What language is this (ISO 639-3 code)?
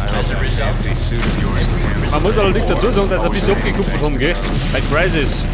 bar